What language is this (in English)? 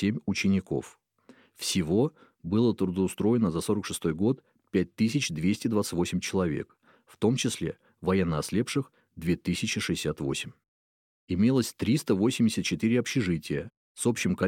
Russian